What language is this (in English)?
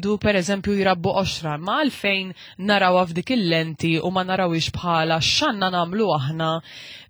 Maltese